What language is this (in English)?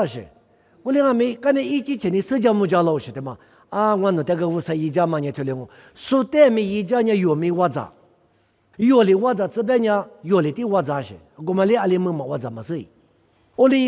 Lisu